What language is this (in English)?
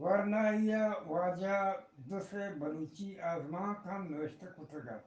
Eastern Balochi